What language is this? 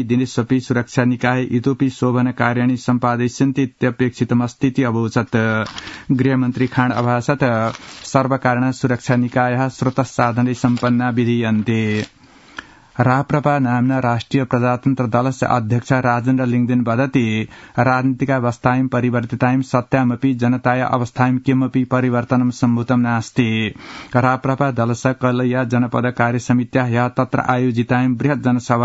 Sanskrit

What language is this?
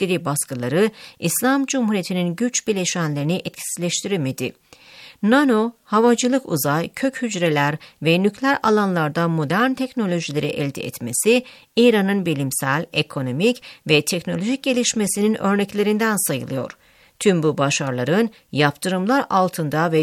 Turkish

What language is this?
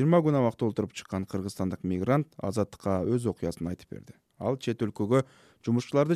Kyrgyz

